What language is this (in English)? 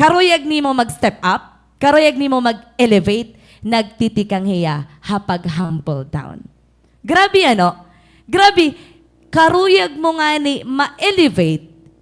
Waray